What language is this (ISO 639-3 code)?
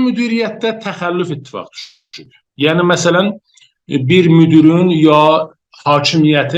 azb